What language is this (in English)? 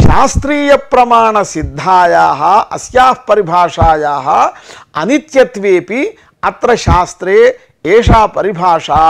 Sanskrit